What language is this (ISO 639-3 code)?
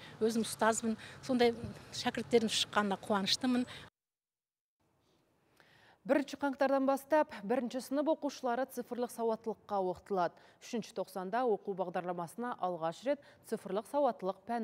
kaz